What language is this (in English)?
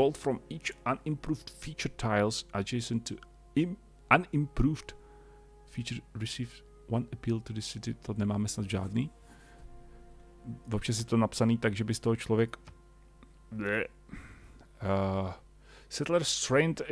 Czech